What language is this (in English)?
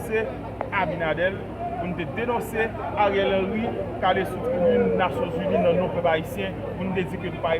Haitian Creole